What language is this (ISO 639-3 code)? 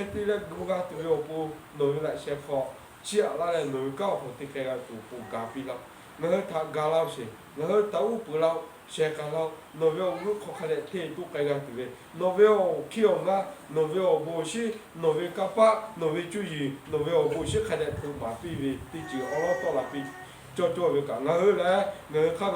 lhu